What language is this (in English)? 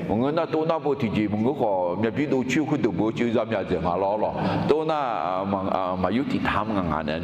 Akha